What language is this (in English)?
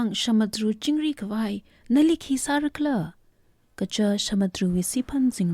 Tangkhul Naga (India)